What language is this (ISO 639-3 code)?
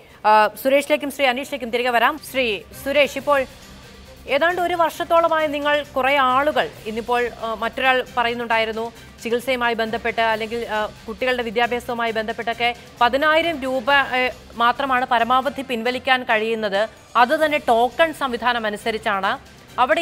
mal